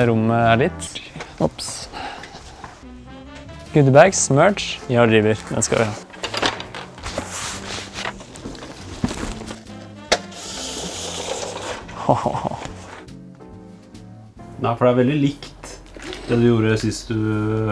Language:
Norwegian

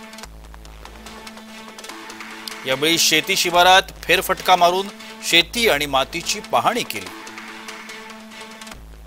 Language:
Marathi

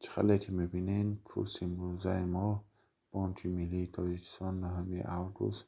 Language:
Tajik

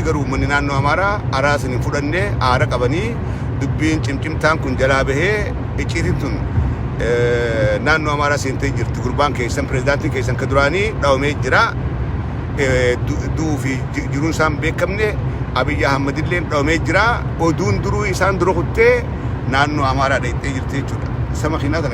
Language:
Oromo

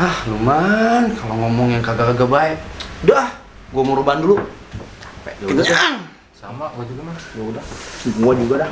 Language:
Betawi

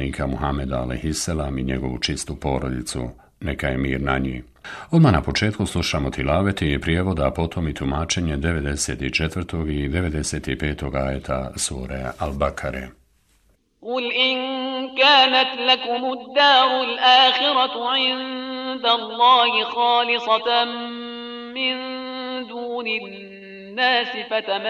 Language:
Bosnian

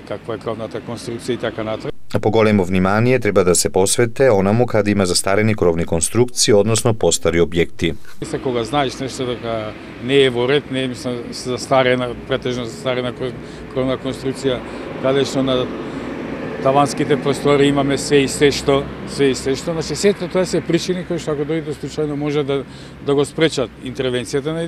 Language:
Macedonian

